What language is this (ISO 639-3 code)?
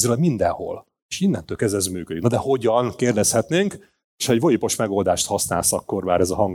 hun